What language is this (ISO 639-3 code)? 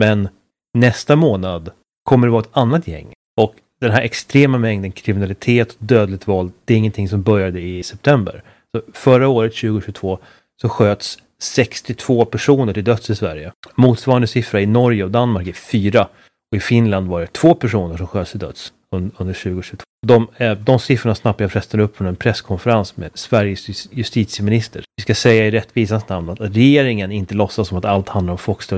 swe